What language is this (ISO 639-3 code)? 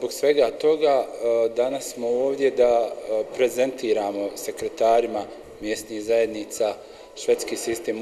bos